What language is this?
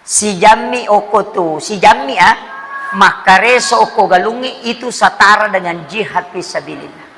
Buginese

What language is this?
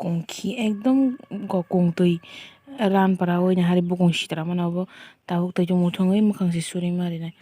Kok Borok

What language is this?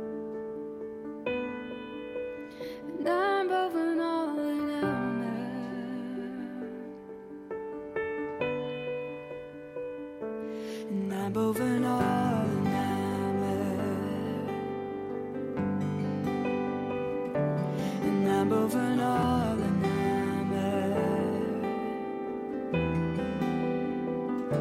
Dutch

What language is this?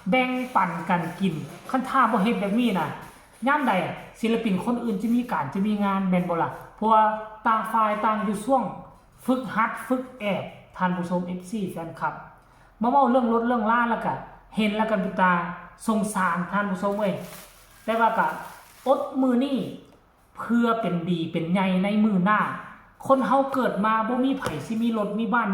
Northeastern Thai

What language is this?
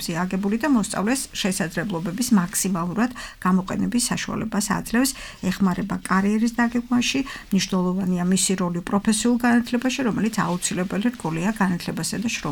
Georgian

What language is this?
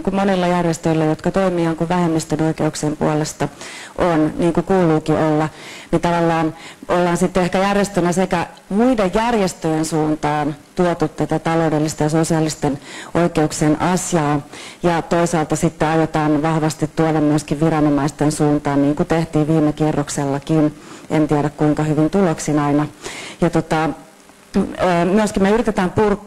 Finnish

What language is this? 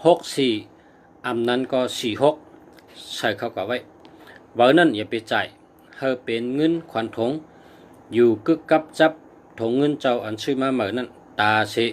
Shan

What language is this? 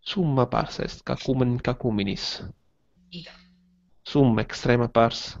Latin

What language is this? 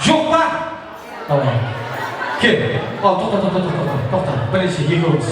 Kara-Kalpak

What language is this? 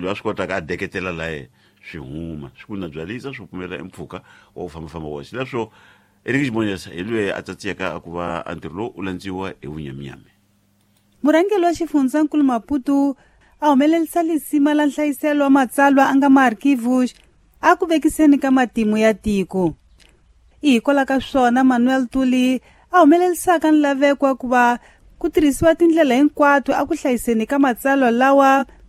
Tsonga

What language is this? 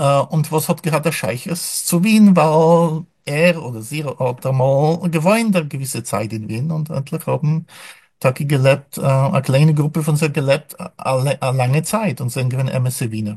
Yiddish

